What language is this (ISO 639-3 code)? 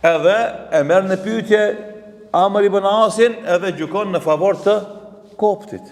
sqi